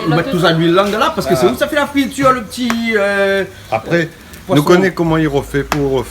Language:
Réunion Creole French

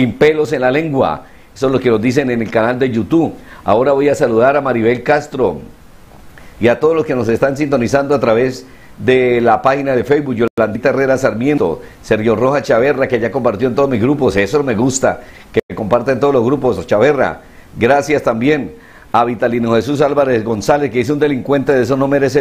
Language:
Spanish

